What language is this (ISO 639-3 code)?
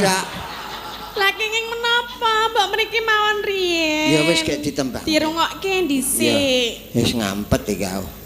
jav